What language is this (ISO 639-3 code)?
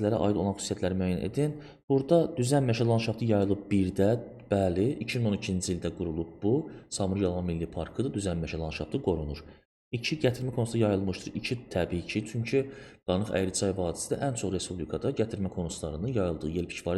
aze